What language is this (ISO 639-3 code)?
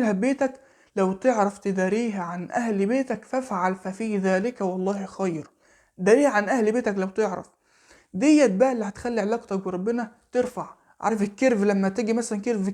arz